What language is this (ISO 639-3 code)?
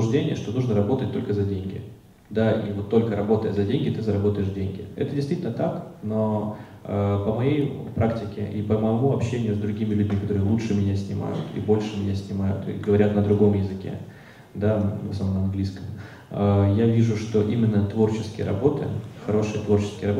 rus